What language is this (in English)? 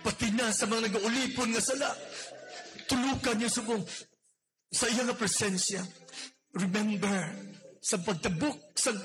Hiligaynon